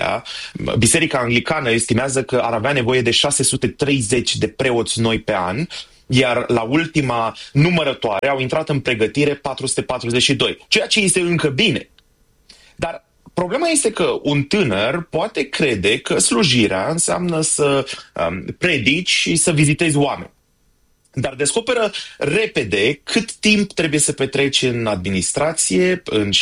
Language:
Romanian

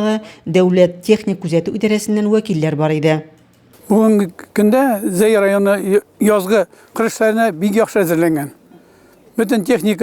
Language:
Tatar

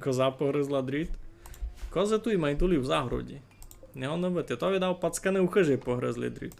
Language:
Rusyn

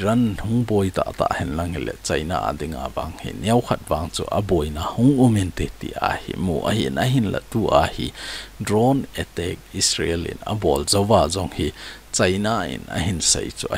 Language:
Thado Chin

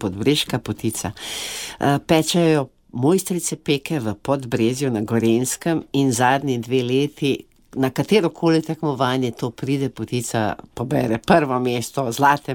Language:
Slovenian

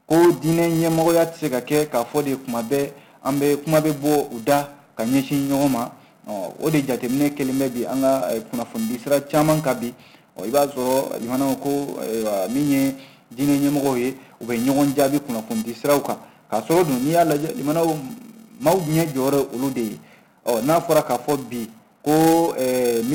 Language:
Bambara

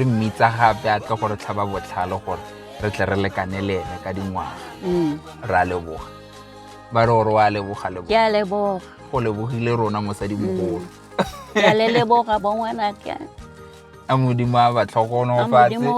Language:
Tswana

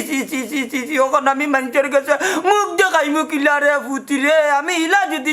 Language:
Sylheti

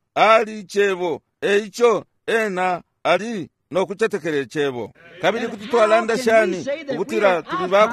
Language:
Bemba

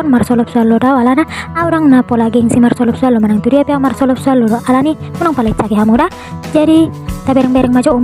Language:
Batak Toba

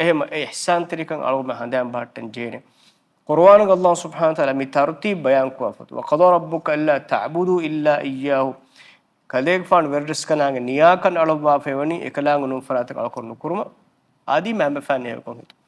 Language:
Divehi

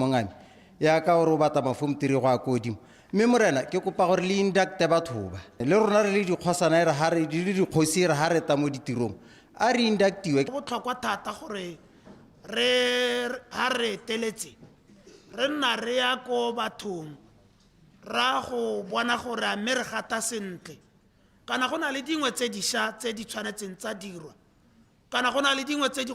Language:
Tswana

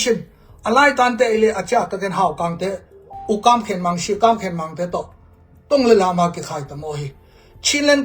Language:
Tedim Chin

